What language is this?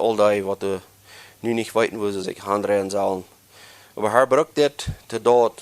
Plautdietsch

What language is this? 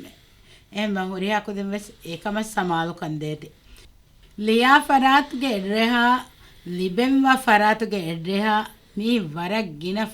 Divehi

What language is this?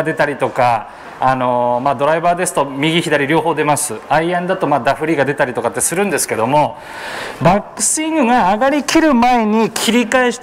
Japanese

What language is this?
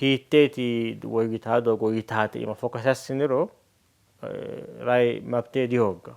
Sidamo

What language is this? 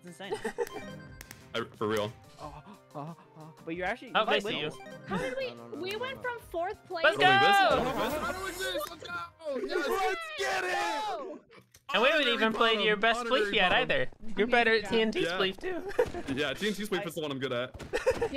English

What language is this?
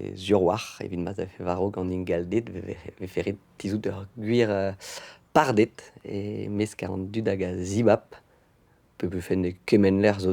Breton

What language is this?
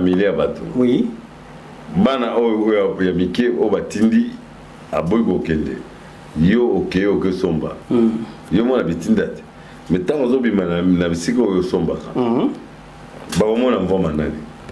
Lingala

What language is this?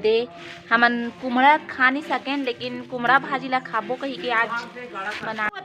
Chhattisgarhi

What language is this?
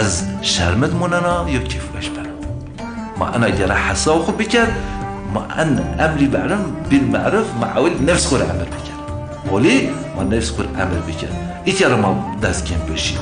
Zaza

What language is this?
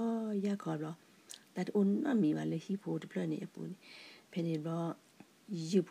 S'gaw Karen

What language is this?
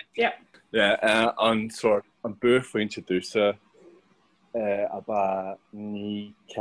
Irish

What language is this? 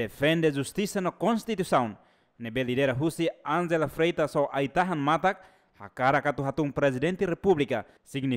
Tetum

